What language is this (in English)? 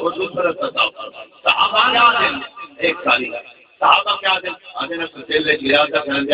Saraiki